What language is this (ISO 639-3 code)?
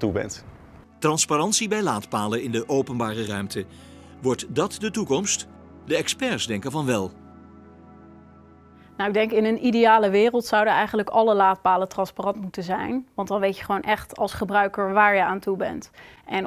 nld